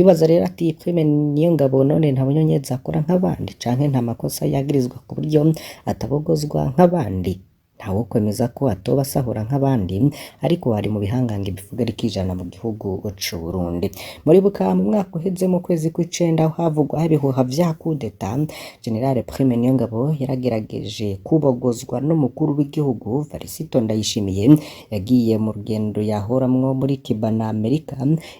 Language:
Rundi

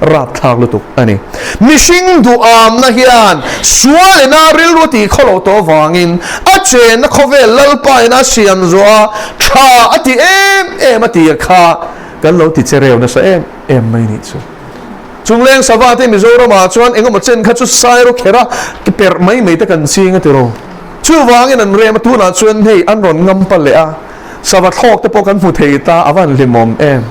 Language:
Mizo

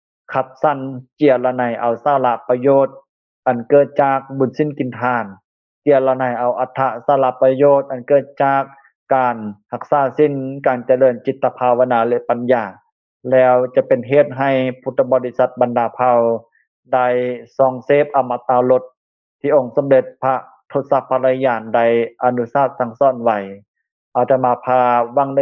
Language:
Lao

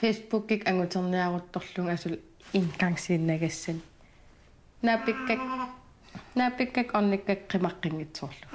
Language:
Kalaallisut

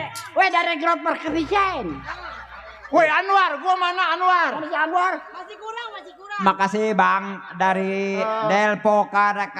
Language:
Betawi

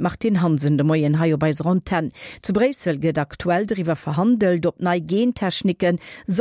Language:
Luxembourgish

